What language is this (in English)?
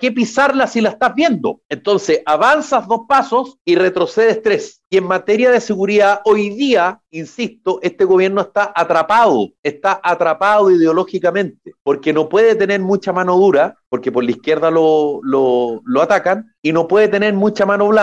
Spanish